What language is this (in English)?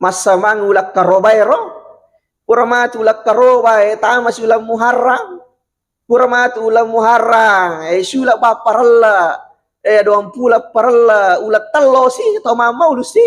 Buginese